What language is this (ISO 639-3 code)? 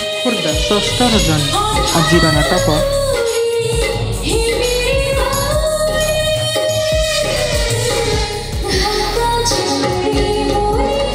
ori